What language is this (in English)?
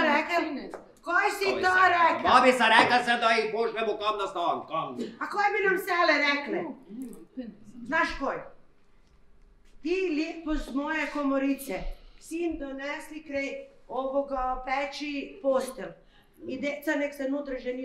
Croatian